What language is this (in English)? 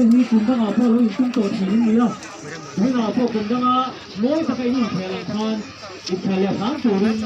Hakha Chin